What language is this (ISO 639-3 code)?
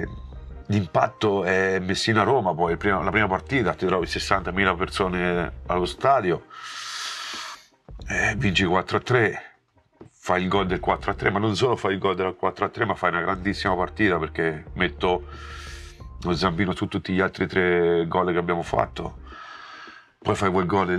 ita